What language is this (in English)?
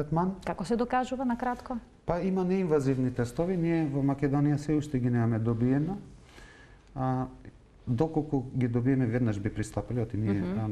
Macedonian